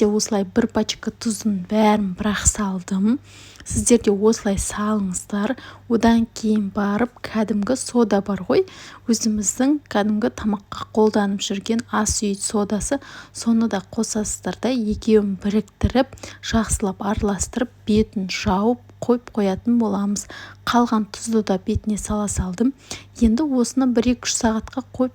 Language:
Kazakh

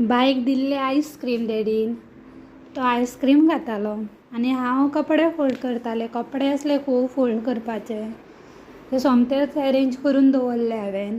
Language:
Konkani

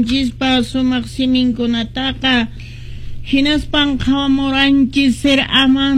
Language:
Quechua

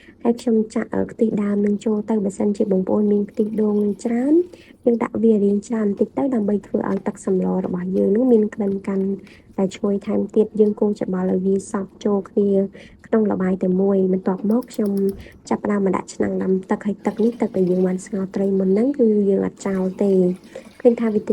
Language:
Khmer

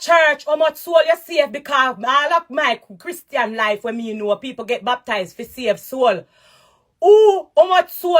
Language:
Jamaican Creole English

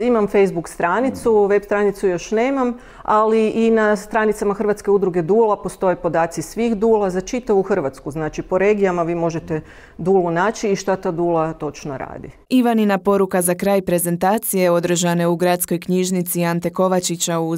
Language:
Croatian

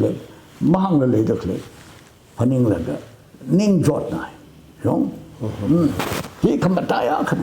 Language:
Tangkhul Naga (India)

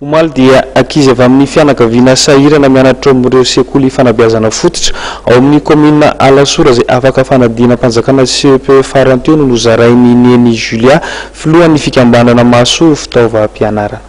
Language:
Malagasy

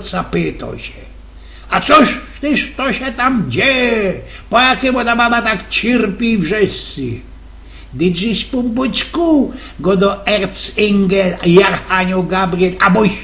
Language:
Silesian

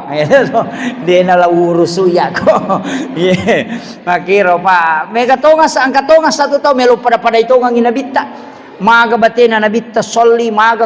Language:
Buginese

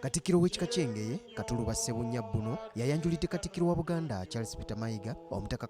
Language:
Ganda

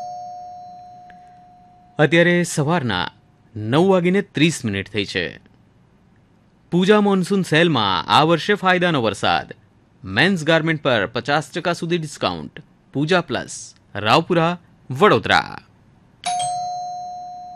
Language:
Gujarati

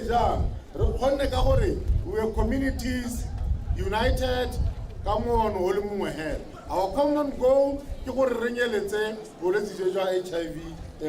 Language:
Tswana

